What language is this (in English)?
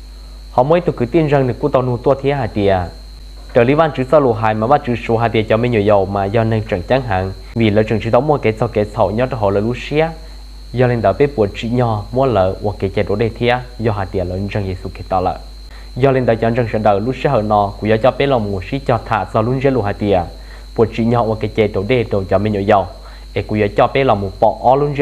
Hmong